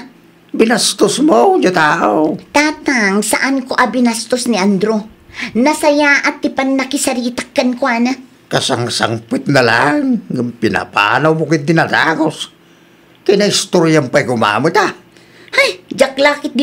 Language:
Iloko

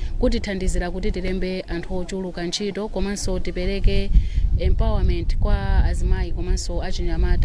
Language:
Nyanja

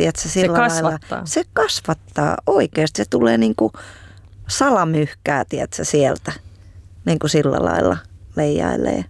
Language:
Finnish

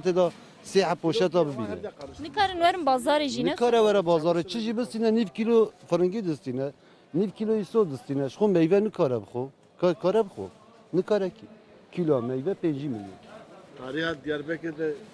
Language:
Kurdish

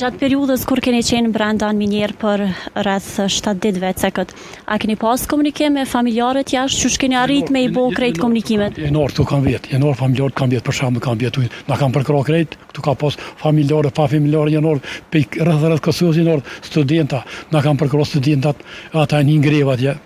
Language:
Albanian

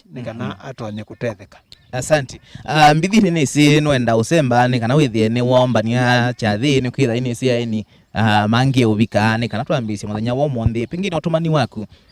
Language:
Kamba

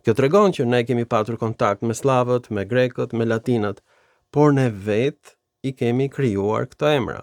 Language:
Albanian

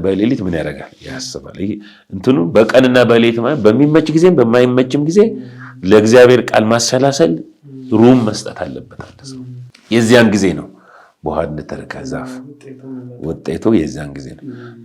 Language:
Amharic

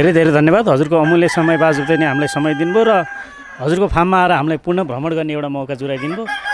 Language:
Nepali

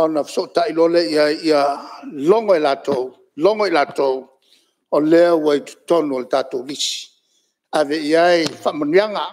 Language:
Samoan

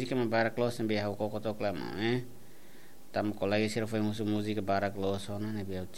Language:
Tetum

